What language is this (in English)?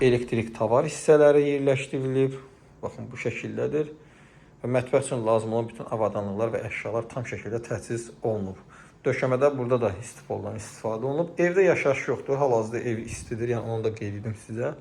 Azerbaijani